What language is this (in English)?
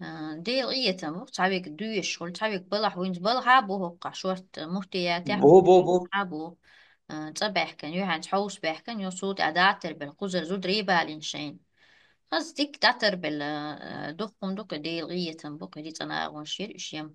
Chechen